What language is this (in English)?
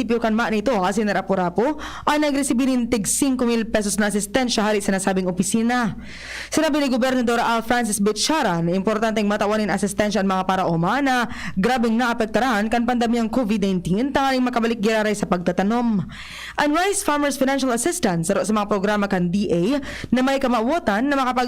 Bikol